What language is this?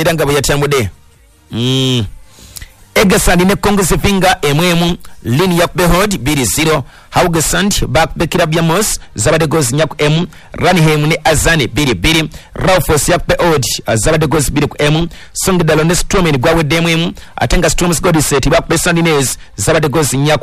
Ganda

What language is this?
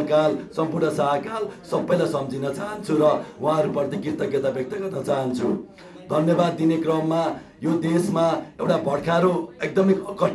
Nepali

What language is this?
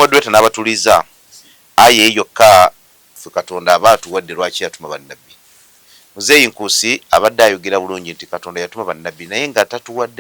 Ganda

